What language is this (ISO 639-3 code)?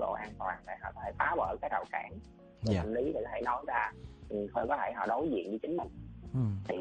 vie